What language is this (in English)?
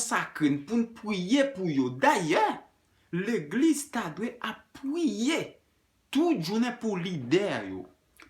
Haitian Creole